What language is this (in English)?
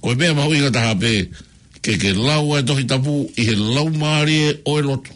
Tongan